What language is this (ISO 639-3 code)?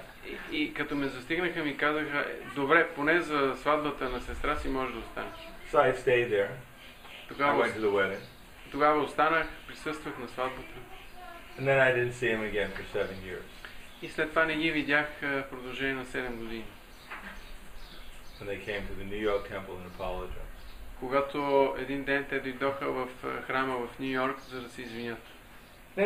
bul